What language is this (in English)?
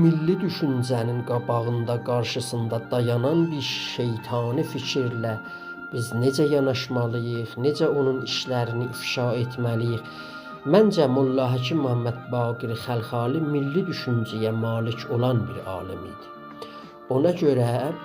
South Azerbaijani